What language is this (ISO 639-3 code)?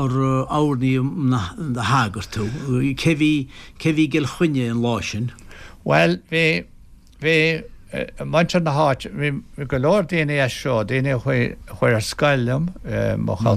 gle